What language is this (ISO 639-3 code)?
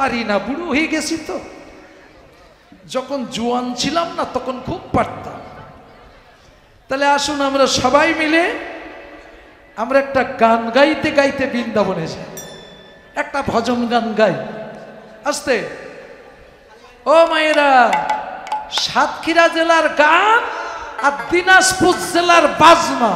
ben